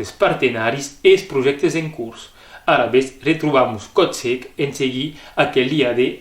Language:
Occitan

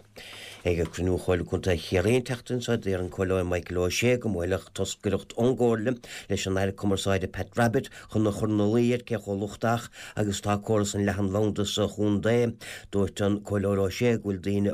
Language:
Irish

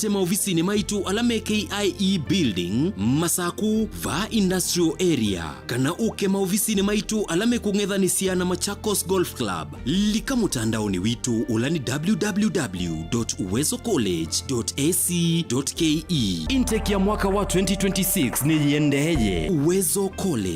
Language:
Kamba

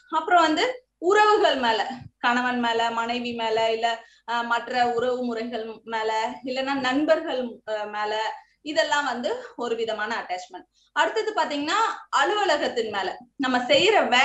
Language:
Tamil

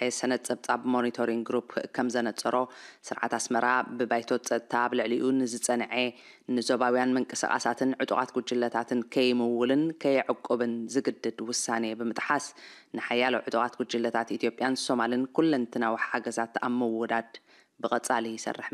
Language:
Tigrinya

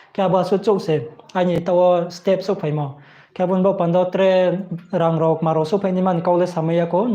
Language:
Riang (India)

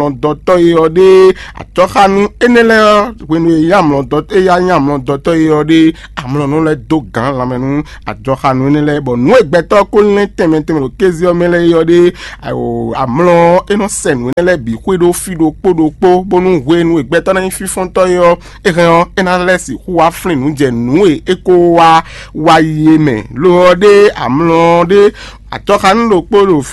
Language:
Fon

